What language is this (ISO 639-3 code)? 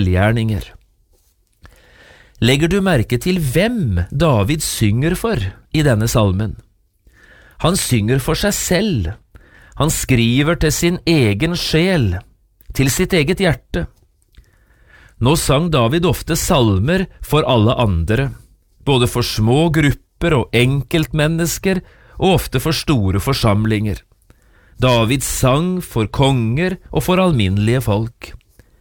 nor